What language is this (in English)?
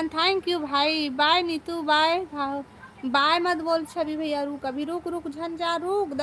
Chhattisgarhi